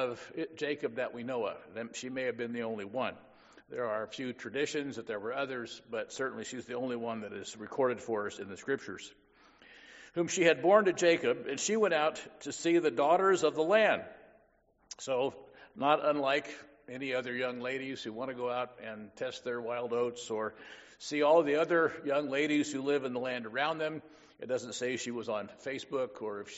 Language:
English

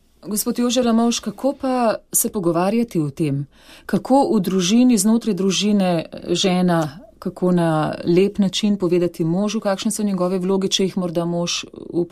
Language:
Slovenian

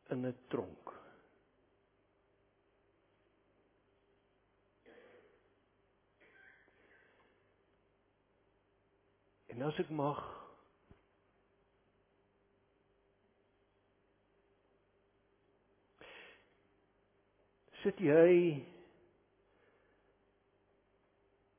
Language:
Afrikaans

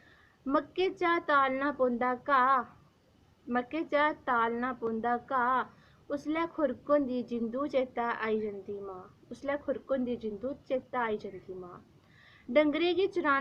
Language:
Dogri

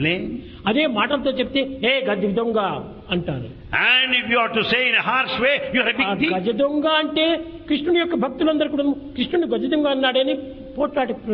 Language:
Telugu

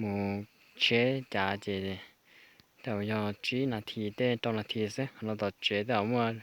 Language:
Hmong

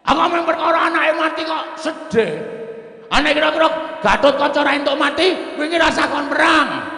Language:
Javanese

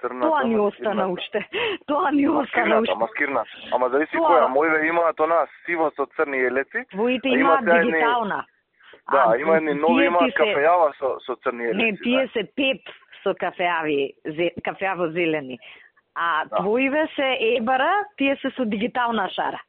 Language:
Macedonian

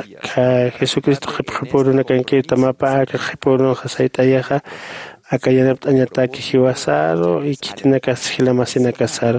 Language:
Aymara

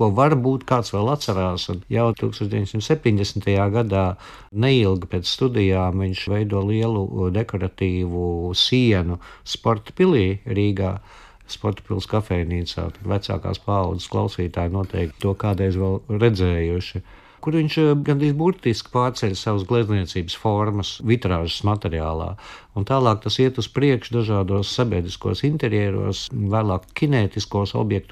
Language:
Latvian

